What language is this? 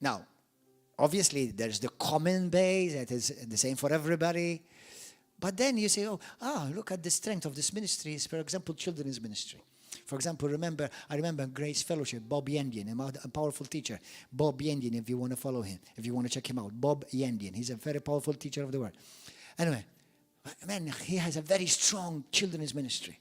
English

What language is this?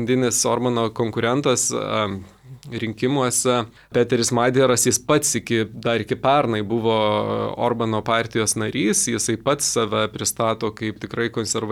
Lithuanian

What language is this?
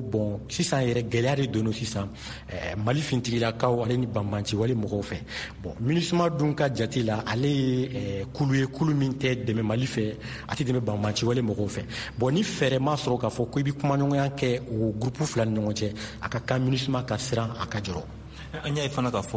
Bambara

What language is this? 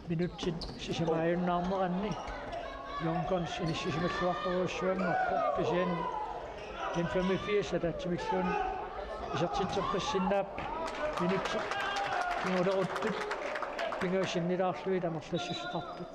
Kalaallisut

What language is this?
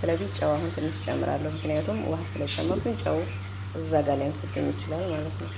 Amharic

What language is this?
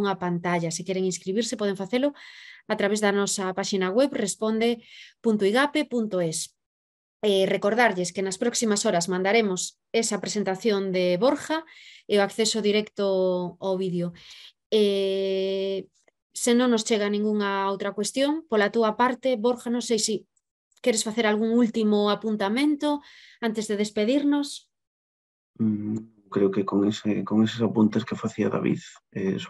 Galician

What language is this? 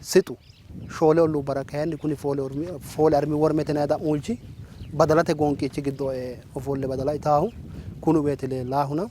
Sidamo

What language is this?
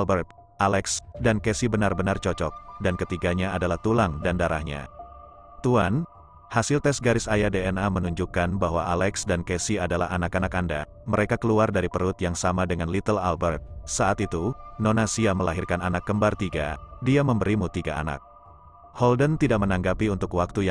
Indonesian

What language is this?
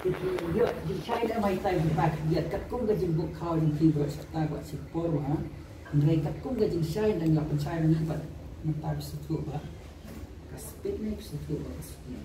Khasi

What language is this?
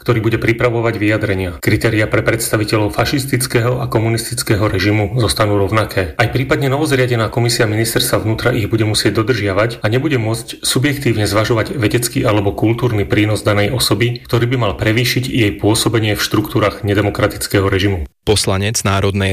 Slovak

